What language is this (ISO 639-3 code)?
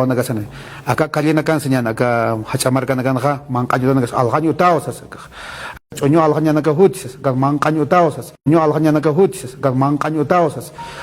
aym